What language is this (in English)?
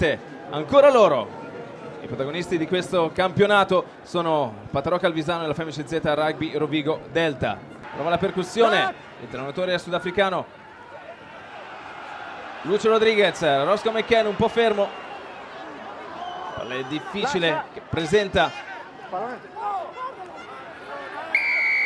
Italian